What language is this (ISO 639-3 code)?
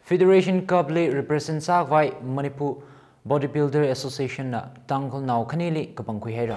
nmf